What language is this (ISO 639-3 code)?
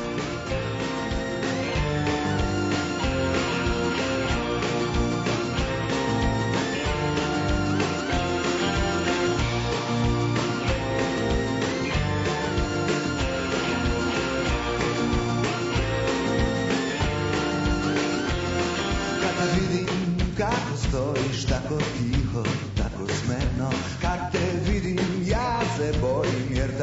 srp